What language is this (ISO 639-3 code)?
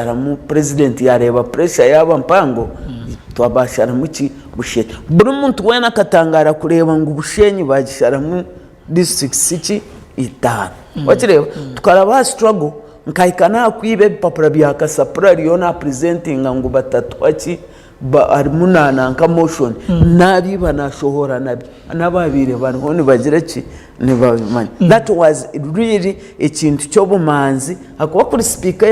nyn